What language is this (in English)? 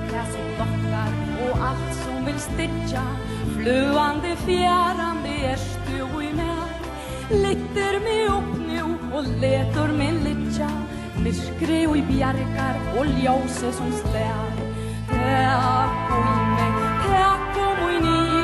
Faroese